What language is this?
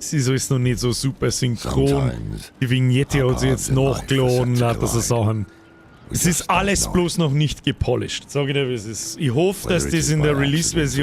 Bavarian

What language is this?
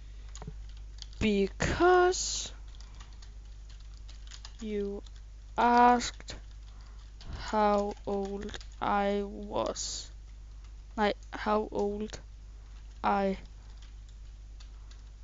Danish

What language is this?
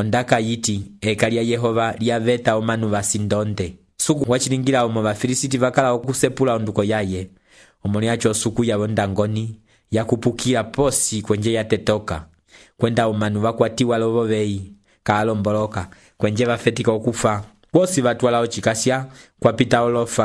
Umbundu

